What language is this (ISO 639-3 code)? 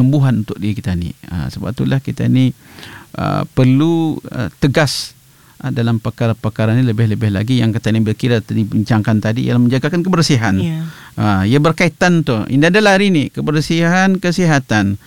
msa